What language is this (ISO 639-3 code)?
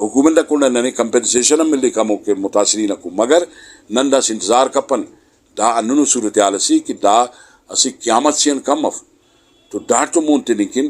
brh